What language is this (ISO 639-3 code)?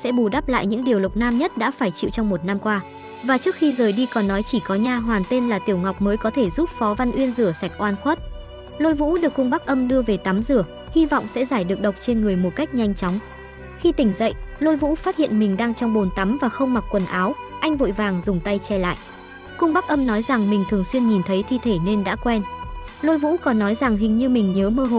vie